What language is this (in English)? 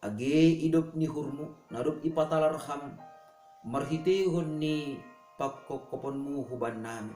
Batak Simalungun